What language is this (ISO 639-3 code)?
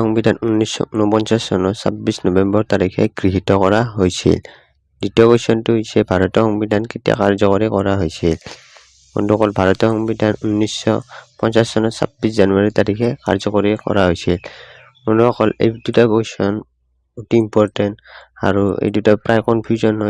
asm